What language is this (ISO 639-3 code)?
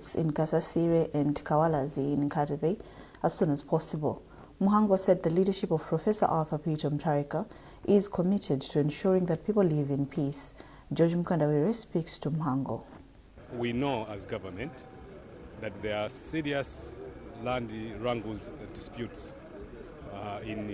eng